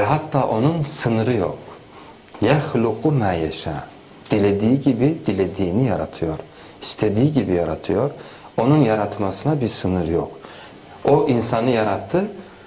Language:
Turkish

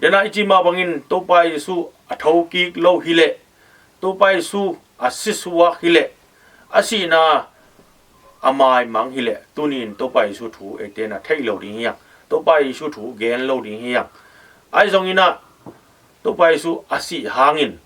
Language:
Tedim Chin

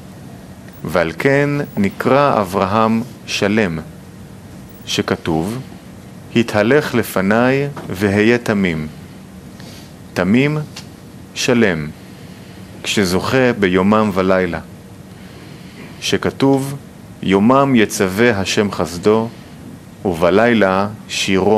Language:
Hebrew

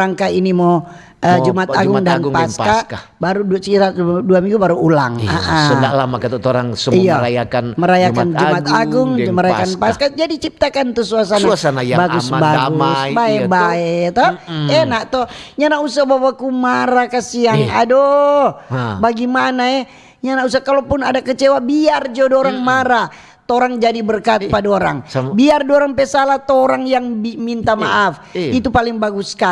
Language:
Manado Malay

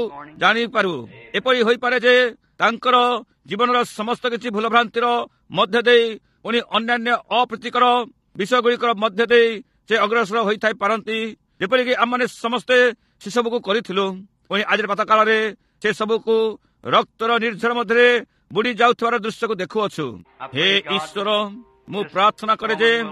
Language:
Odia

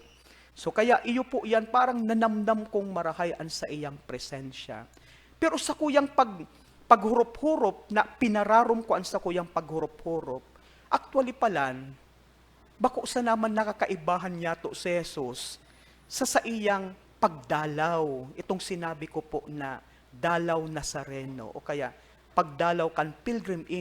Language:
Bikol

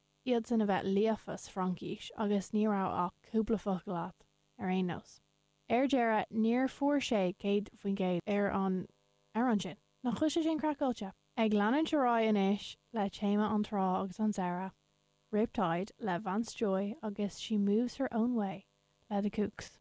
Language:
Irish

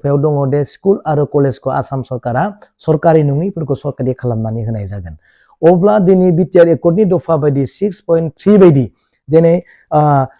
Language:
Bodo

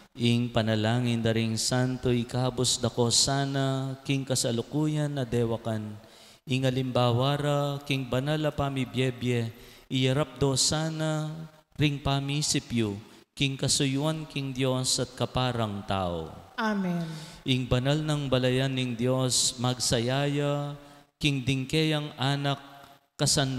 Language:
Pampanga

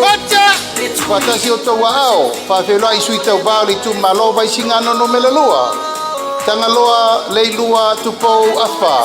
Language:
Samoan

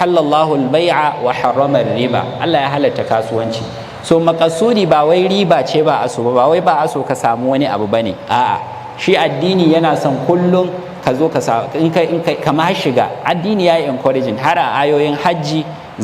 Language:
Hausa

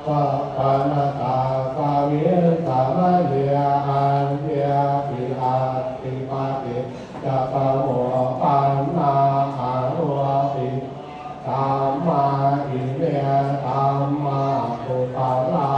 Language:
Pali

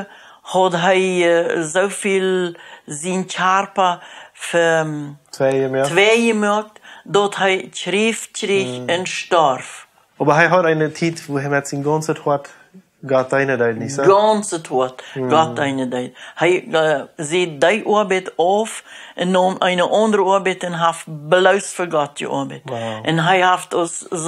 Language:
Plautdietsch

